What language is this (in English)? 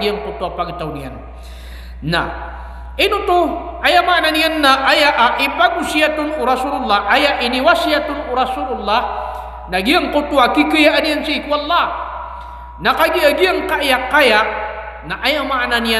Maranao